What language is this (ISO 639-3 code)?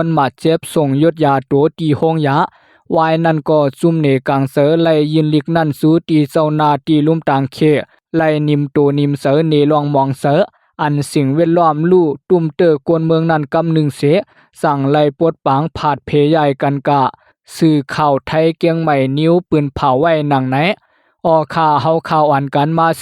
lao